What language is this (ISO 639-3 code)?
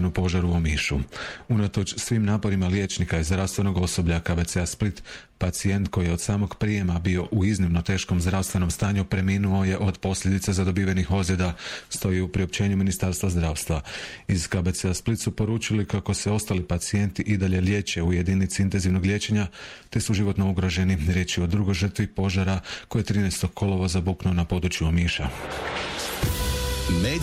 hrv